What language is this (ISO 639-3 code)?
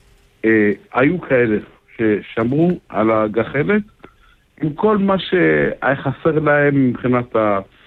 heb